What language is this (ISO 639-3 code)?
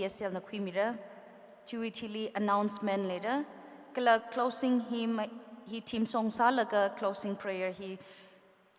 nmf